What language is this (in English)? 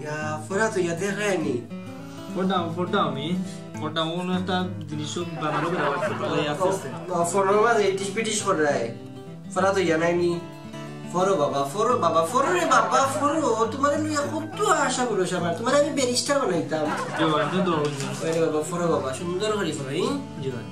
Sylheti